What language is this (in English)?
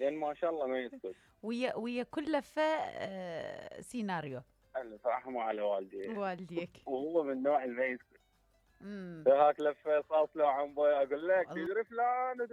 Mesopotamian Arabic